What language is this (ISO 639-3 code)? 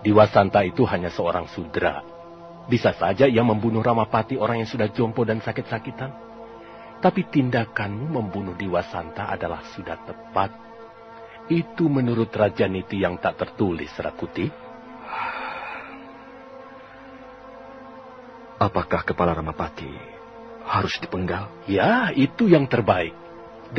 ind